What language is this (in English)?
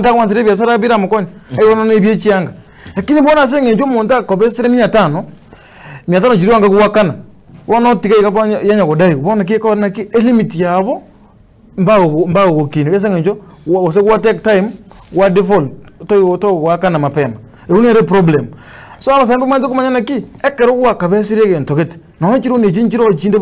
Gusii